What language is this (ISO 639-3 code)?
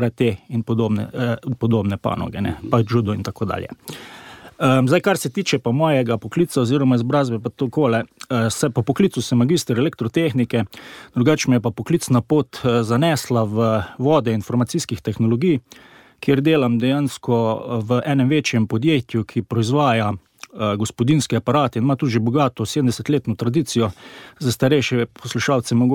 slv